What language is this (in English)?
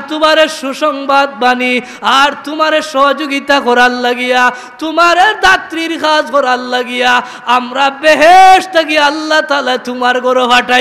Sylheti